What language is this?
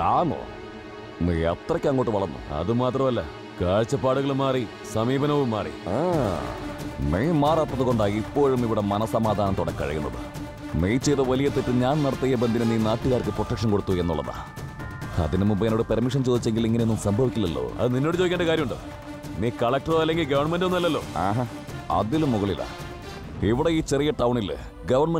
Malayalam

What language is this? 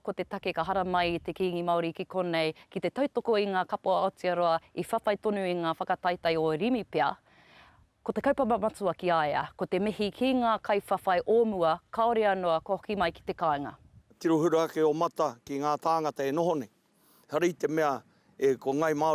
Māori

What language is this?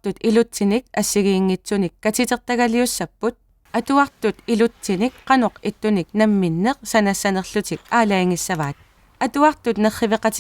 Kalaallisut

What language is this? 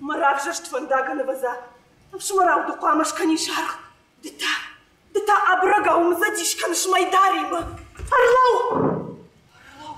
Ossetic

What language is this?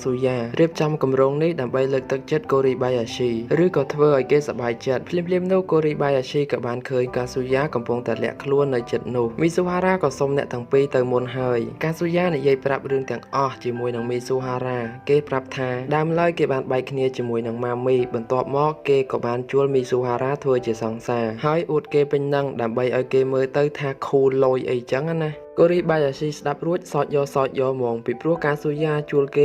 Khmer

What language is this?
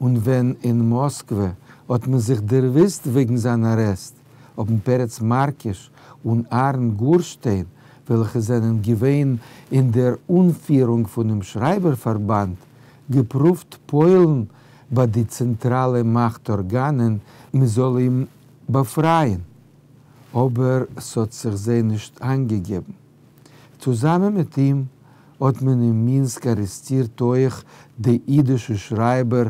Yiddish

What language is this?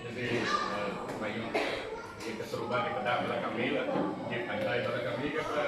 Iban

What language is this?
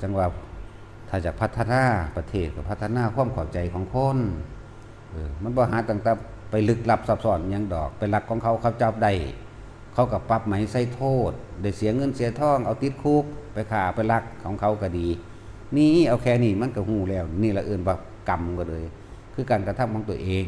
Northeastern Thai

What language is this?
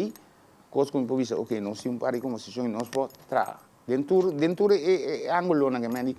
Papiamento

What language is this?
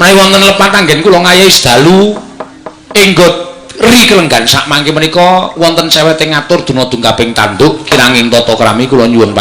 Javanese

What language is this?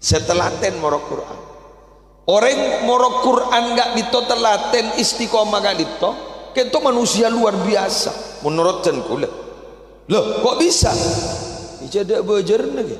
Madurese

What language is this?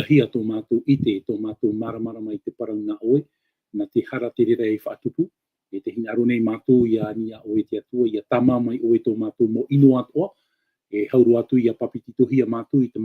Tahitian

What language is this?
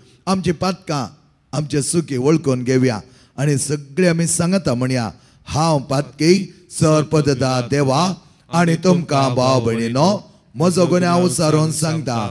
Konkani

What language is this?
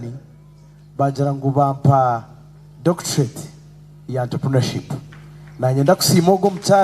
Nyankole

